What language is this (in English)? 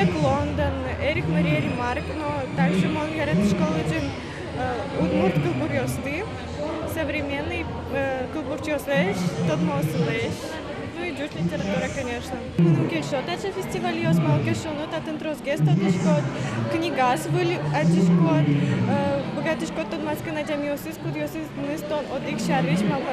Udmurt